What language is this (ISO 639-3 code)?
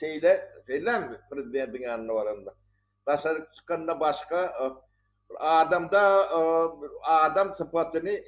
tuk